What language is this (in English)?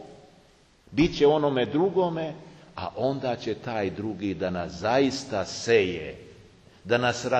Serbian